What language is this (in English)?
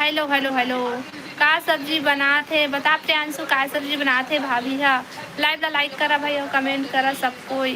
Chhattisgarhi